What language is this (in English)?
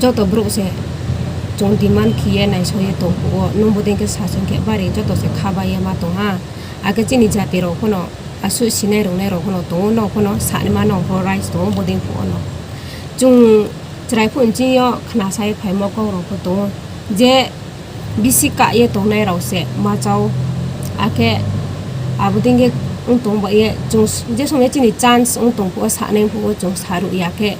Riang (India)